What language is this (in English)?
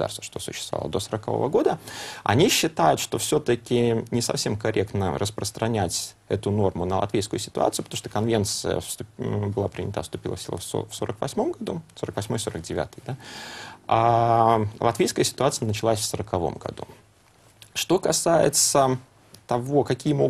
Russian